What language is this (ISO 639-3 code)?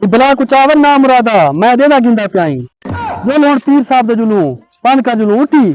skr